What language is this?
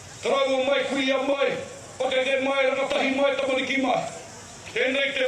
Māori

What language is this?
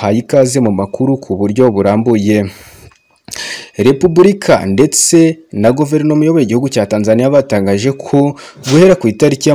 Kinyarwanda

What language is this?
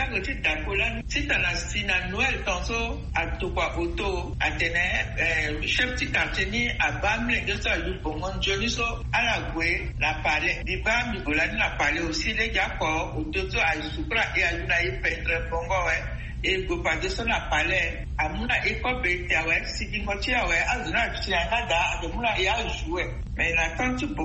Sango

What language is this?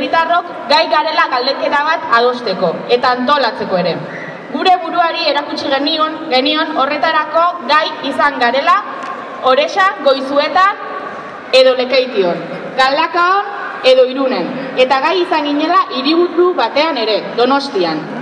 Basque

